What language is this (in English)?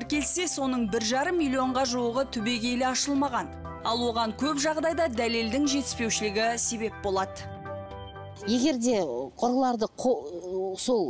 Kazakh